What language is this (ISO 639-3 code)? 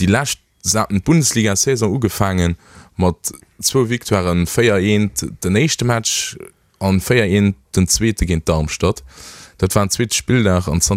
ltz